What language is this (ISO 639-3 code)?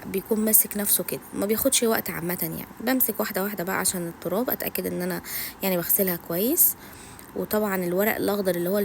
arz